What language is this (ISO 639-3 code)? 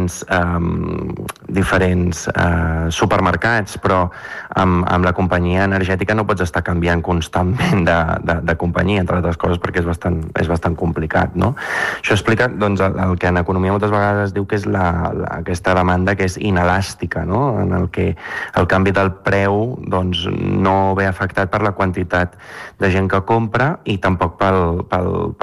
cat